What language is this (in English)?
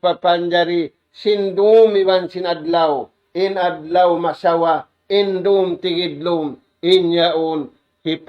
Tausug